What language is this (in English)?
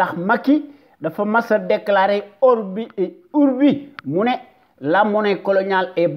Wolof